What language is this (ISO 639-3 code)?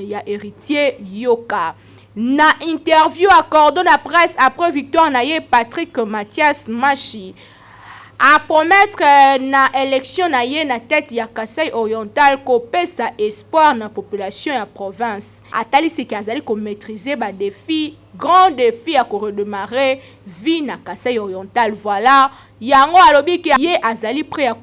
lin